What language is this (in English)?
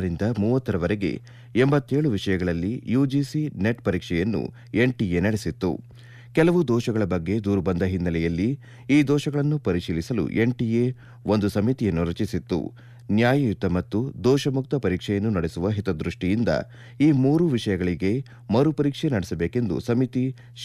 Kannada